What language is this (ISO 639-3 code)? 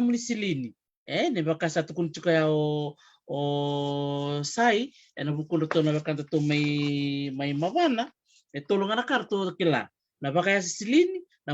fij